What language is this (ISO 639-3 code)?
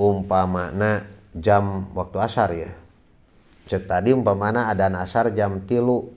sun